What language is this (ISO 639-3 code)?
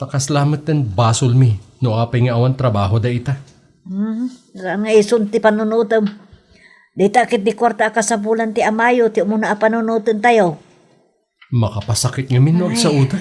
ilo